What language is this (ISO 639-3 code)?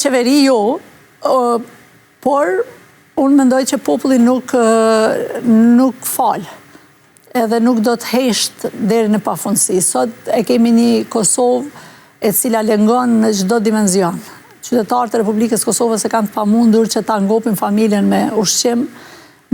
sqi